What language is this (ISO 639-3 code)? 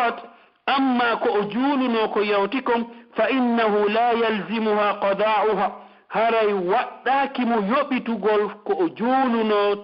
fuf